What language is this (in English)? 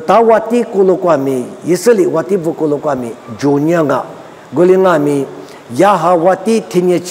Lisu